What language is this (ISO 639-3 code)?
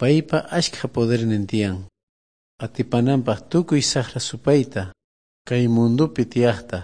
quh